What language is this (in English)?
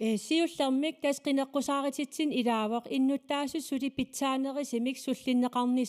Kalaallisut